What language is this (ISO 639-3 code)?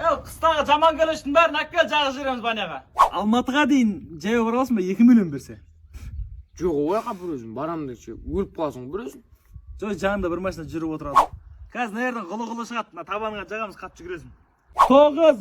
kaz